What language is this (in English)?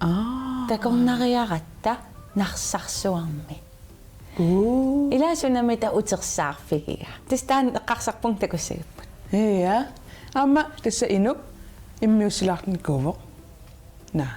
Kalaallisut